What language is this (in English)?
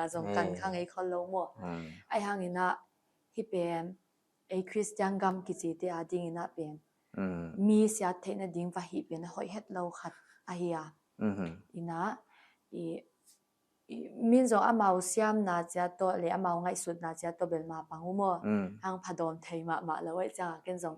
Paite Chin